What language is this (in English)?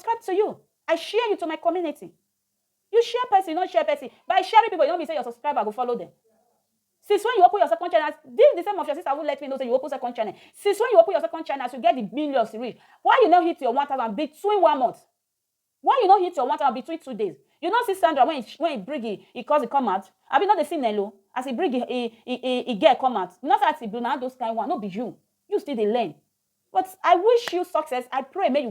Nigerian Pidgin